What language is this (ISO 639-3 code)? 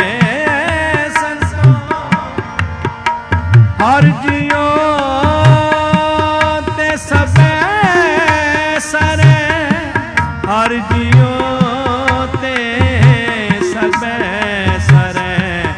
pan